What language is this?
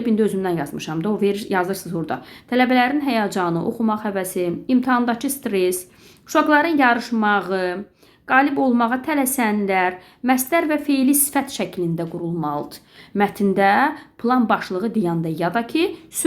Azerbaijani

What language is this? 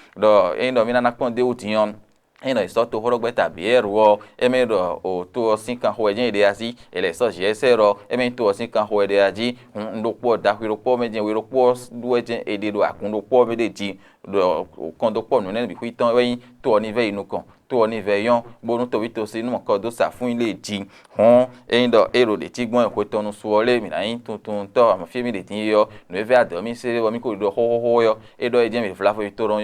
Fon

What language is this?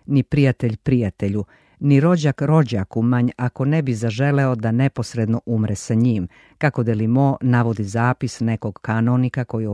Serbian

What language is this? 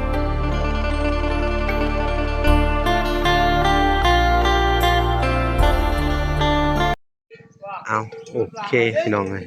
Lao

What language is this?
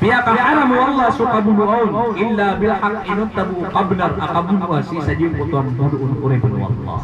Maranao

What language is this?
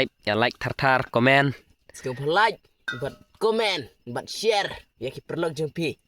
Khasi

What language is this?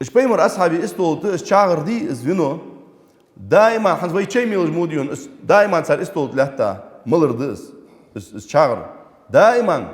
Ingush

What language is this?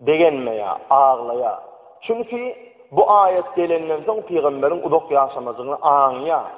Turkmen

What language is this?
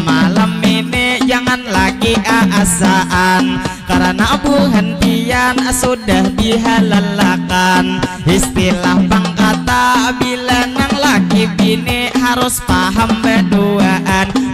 Banjar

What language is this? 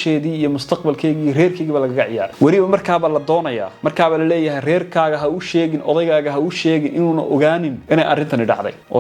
Somali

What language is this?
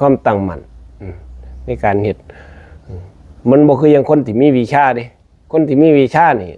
Northeastern Thai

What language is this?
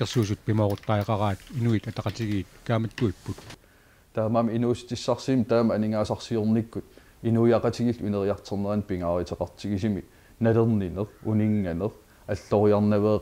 Kalaallisut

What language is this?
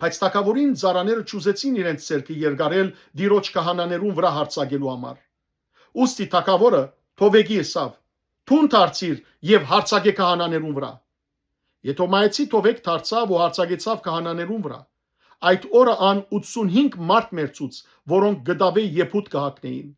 Western Armenian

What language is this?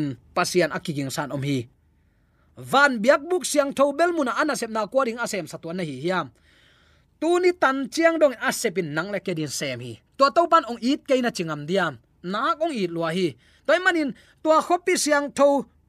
Tedim Chin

